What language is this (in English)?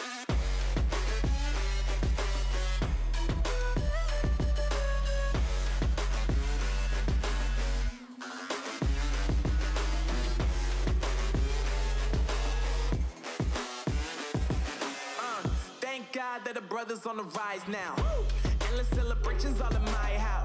English